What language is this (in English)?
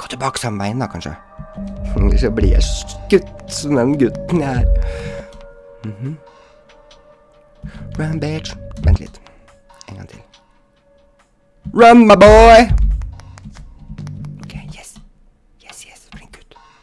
Norwegian